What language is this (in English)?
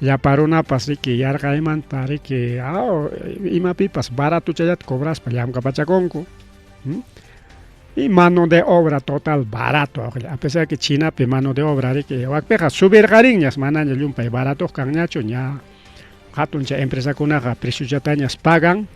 Ayacucho Quechua